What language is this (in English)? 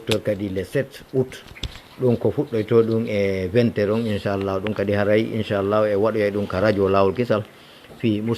Fula